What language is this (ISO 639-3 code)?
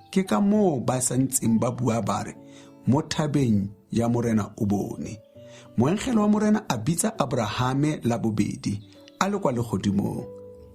tsn